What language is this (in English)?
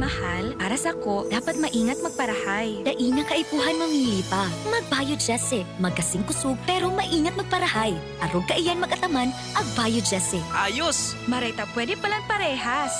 Bikol